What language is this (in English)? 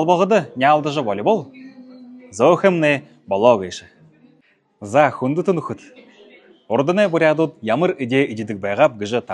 Buriat